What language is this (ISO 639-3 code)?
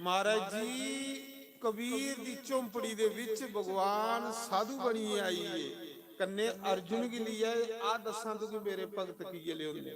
doi